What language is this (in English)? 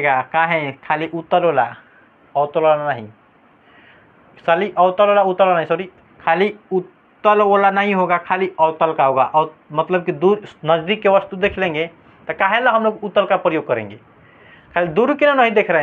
Hindi